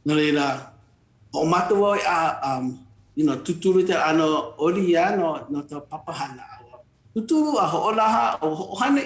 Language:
Hawaiian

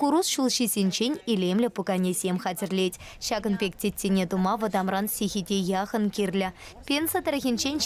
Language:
Chuvash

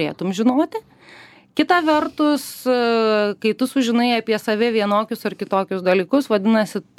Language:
Lithuanian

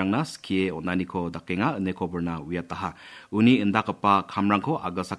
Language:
Garo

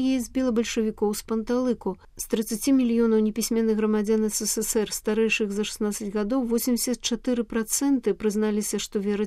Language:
Belarusian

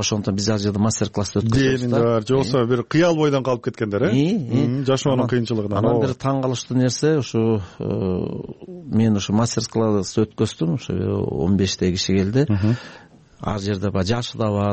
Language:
Kyrgyz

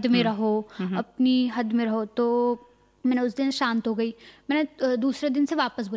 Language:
Hindi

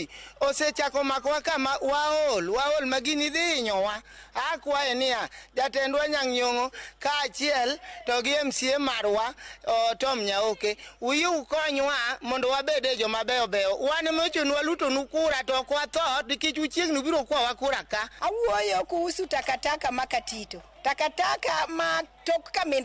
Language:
Luo (Kenya and Tanzania)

